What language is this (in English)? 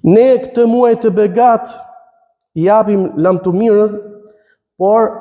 Albanian